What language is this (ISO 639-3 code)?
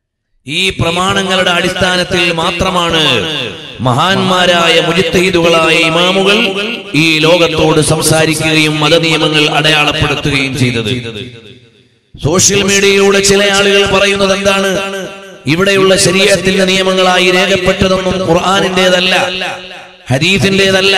mal